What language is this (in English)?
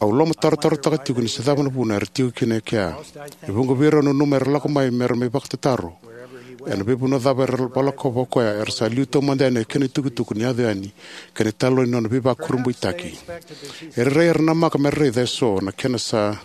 Fijian